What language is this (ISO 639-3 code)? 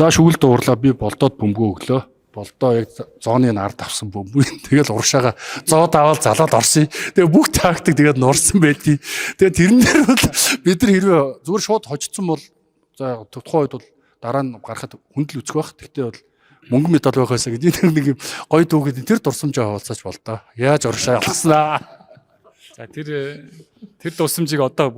mon